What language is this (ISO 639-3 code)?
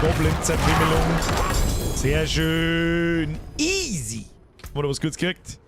bar